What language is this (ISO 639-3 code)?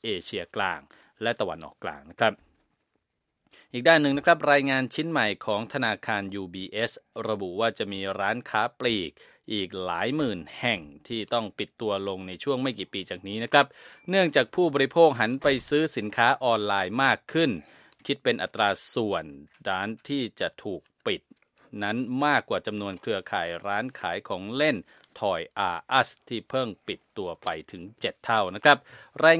tha